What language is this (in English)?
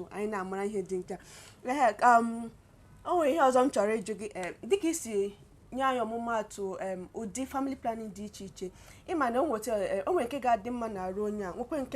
Igbo